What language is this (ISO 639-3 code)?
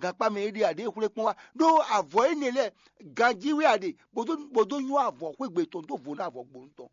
fon